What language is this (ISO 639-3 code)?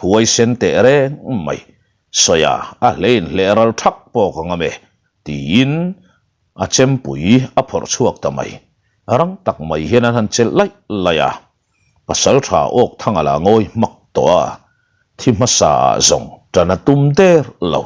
lus